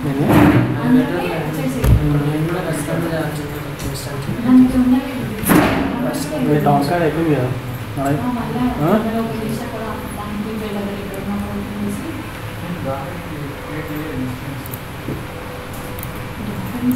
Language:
Telugu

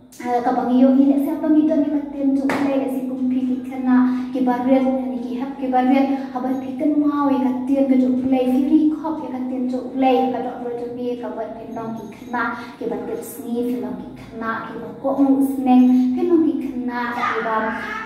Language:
Khasi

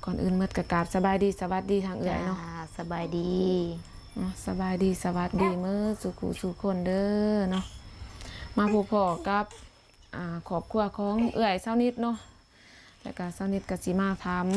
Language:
Lao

